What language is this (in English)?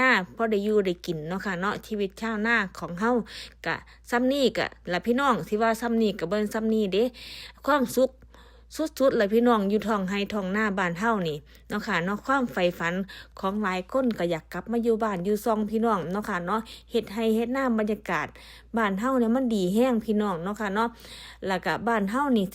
Northeastern Thai